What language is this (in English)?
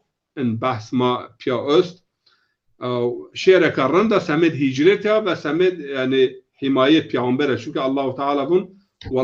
Zaza